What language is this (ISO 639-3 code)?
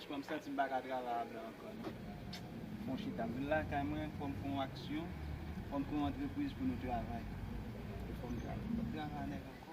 hat